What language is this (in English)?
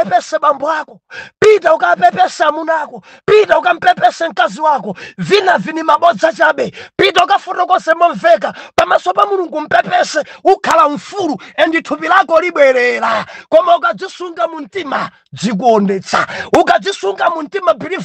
Nyanja